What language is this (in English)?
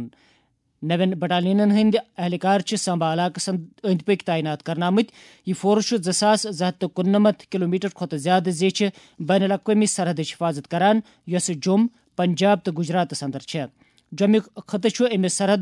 Kashmiri